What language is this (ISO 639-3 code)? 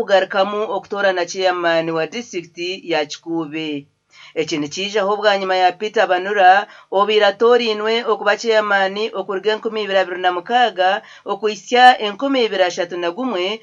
nyn